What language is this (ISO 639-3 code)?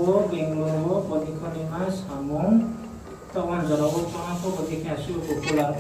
ria